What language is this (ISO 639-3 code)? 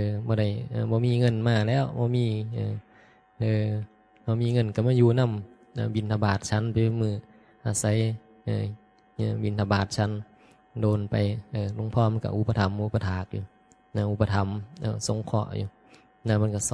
tts